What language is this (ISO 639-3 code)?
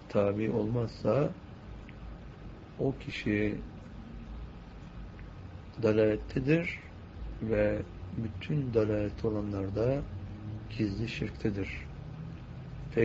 tur